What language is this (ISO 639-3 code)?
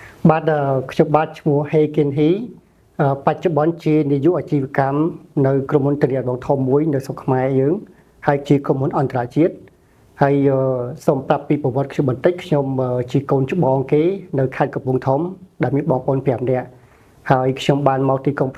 khm